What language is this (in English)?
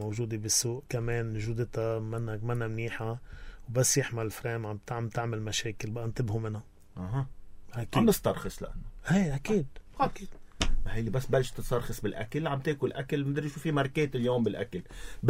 North Levantine Arabic